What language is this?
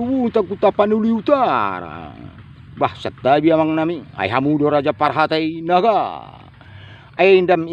Batak Karo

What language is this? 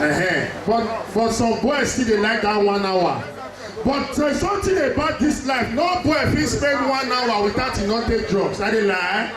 Nigerian Pidgin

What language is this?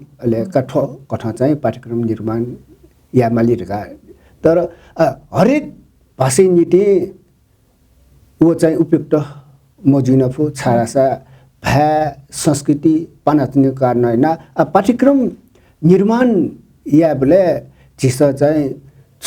Newari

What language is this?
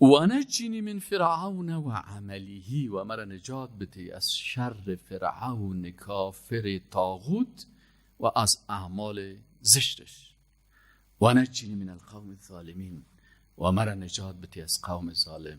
Persian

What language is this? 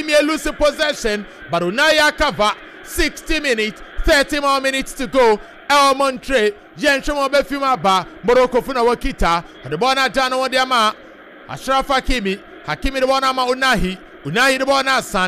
Akan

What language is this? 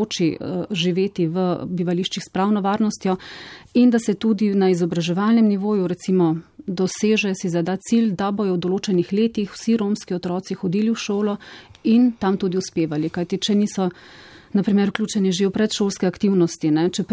Slovenian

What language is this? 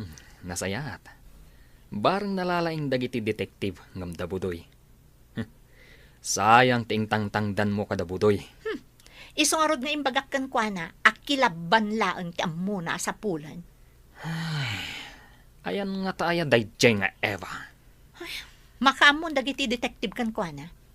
Iloko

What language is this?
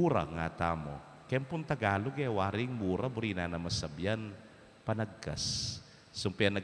Pampanga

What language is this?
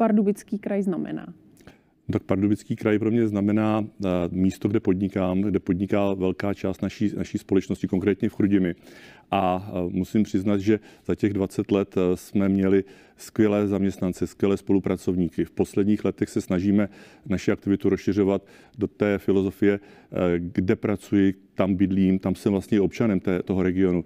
Czech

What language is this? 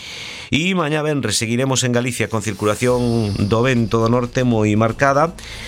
Galician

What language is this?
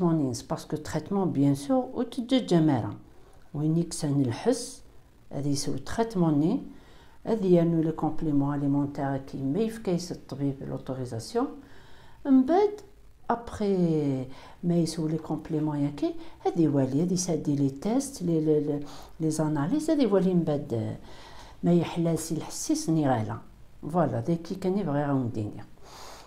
Kabyle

